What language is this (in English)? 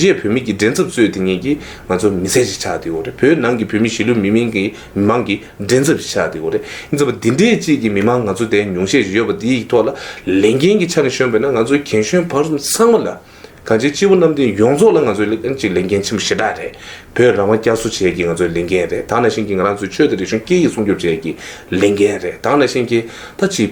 Tibetan